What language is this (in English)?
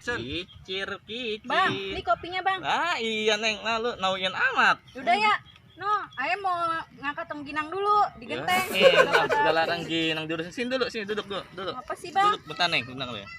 Betawi